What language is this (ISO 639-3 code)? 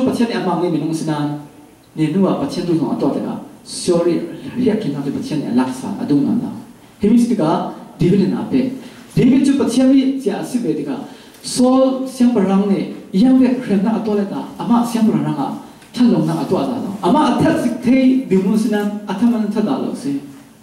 cfm